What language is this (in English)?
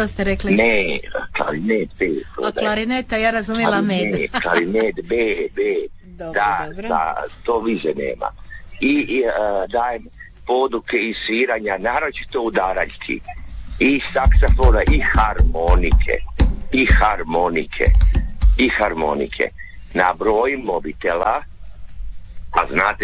Croatian